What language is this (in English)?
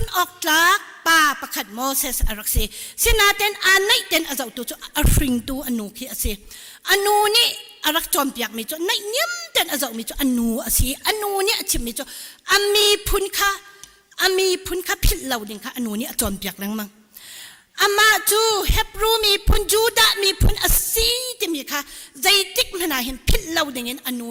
Hakha Chin